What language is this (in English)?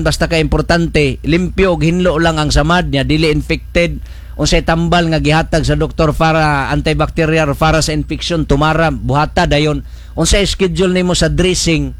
Cebuano